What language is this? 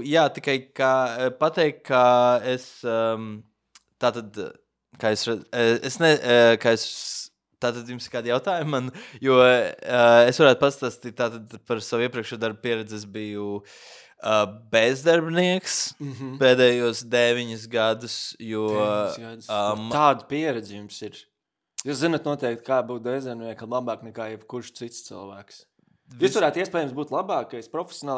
Latvian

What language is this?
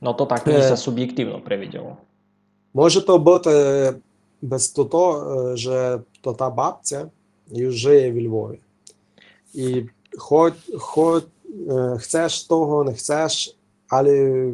Rusyn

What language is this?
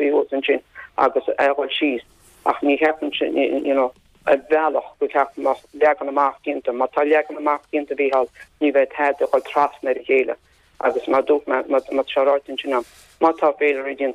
Irish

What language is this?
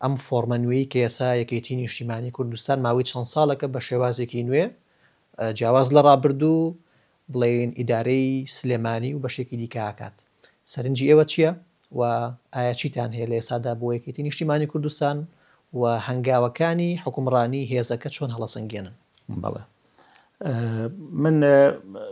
Central Kurdish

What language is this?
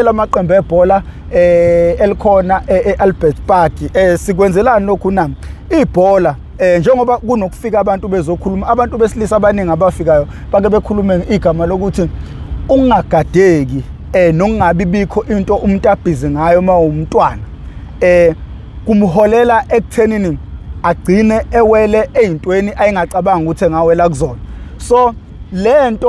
Zulu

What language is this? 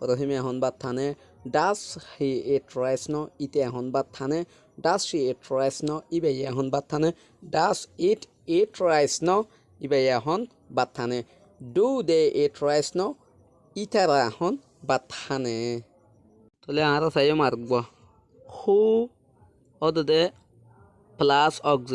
Rohingya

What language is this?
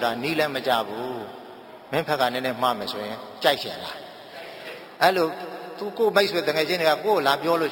Burmese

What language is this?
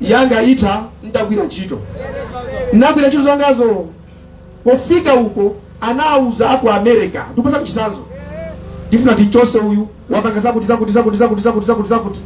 Nyanja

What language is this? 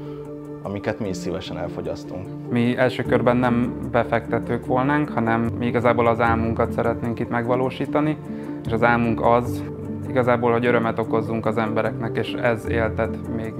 Hungarian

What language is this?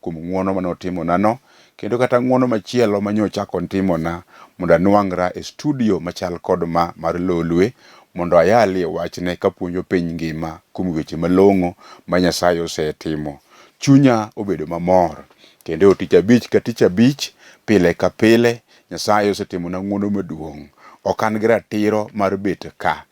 Luo (Kenya and Tanzania)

